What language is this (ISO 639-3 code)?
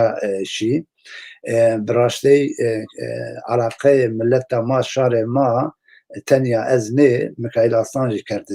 zza